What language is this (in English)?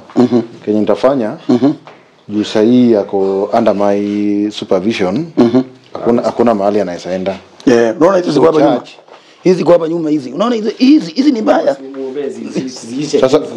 Swahili